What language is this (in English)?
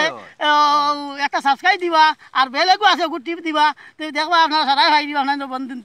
Sylheti